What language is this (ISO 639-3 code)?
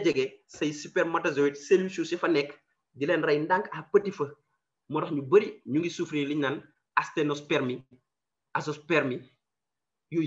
wol